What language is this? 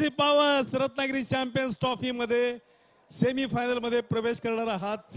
Marathi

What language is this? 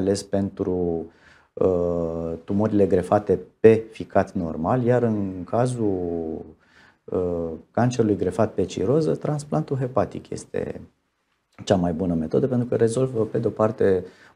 Romanian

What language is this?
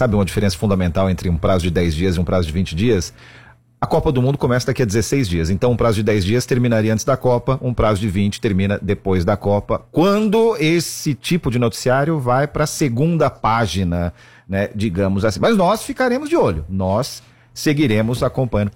Portuguese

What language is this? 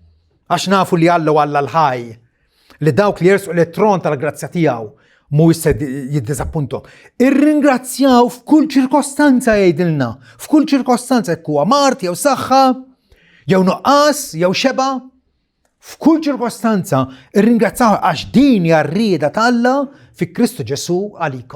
Maltese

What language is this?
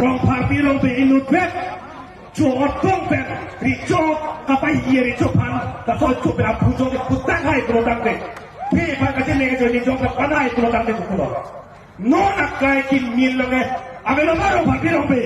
Karbi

